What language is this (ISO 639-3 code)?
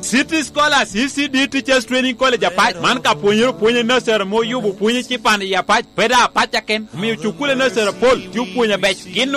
laj